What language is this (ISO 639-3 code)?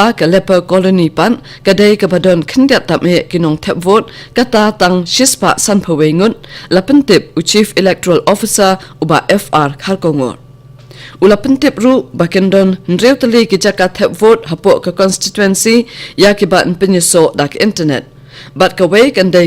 kha